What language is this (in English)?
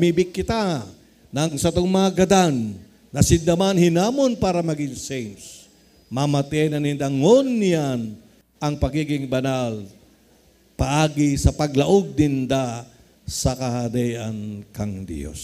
Bikol